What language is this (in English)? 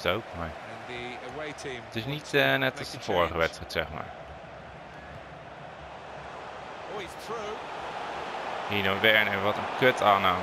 Dutch